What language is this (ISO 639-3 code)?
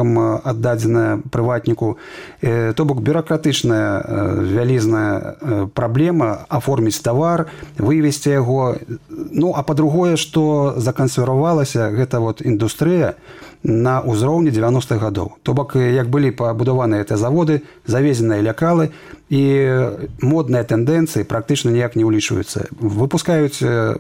bel